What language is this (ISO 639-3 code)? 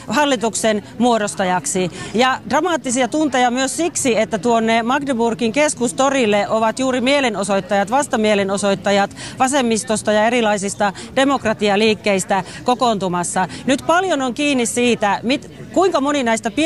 fin